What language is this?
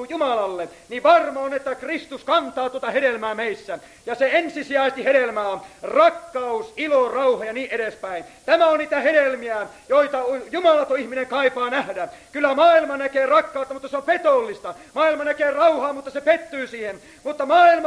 Finnish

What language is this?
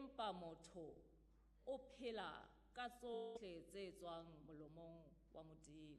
Southern Sotho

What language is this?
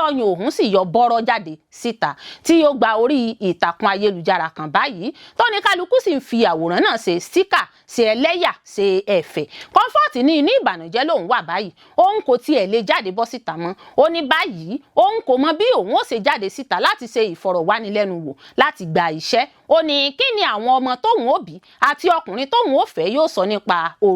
Yoruba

